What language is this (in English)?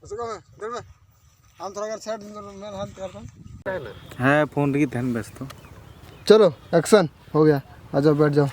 Santali